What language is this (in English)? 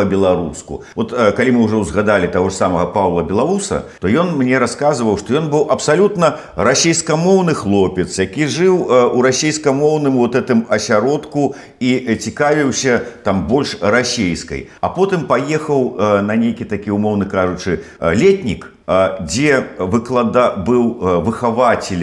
Belarusian